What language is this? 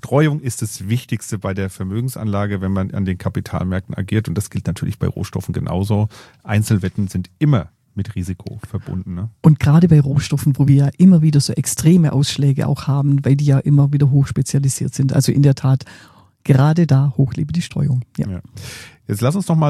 German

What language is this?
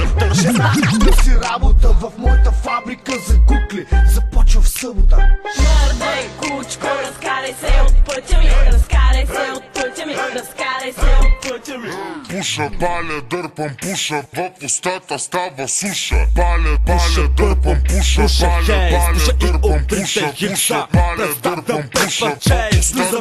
Bulgarian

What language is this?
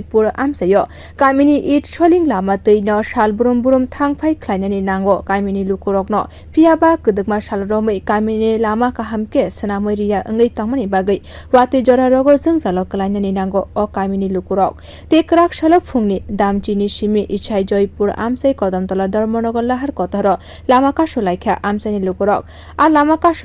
Kok Borok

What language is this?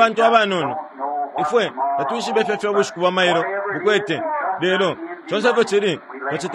Bemba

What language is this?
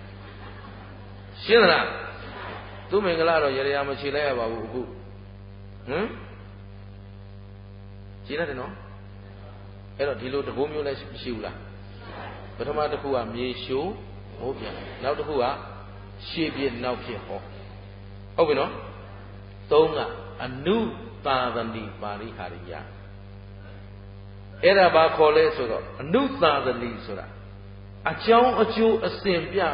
Burmese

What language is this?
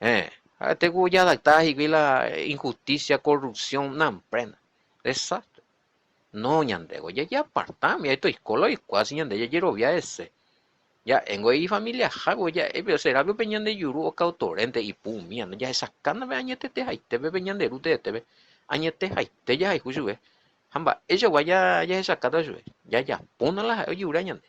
Guarani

